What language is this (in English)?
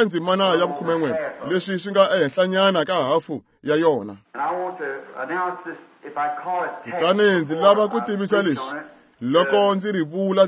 Tsonga